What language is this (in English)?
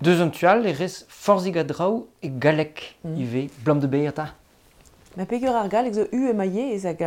Breton